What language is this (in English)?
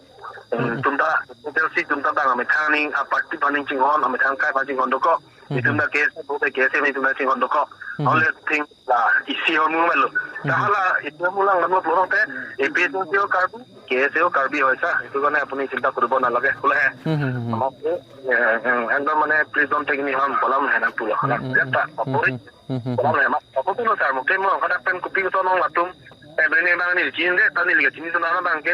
Karbi